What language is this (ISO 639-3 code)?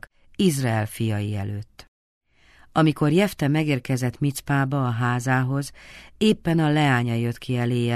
hun